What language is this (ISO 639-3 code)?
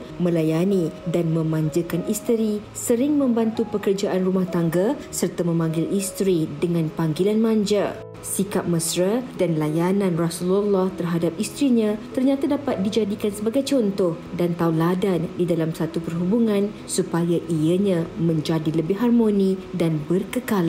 msa